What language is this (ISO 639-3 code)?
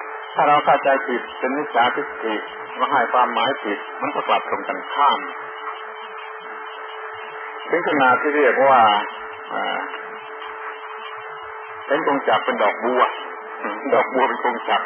tha